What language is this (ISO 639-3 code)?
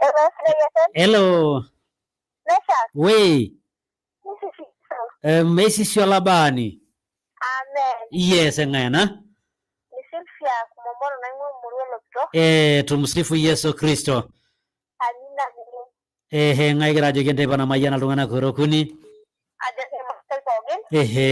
mas